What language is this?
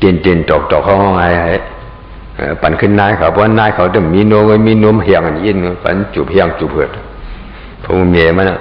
Shan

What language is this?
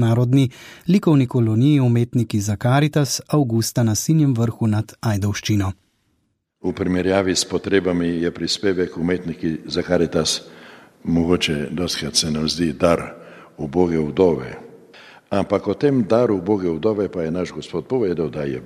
Slovenian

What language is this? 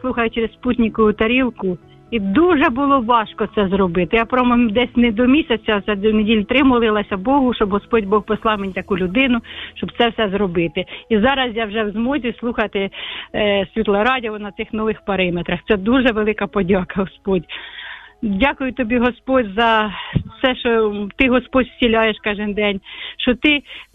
Ukrainian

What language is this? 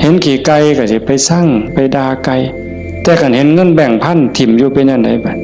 Northeastern Thai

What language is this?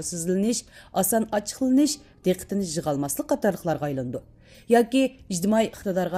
Uyghur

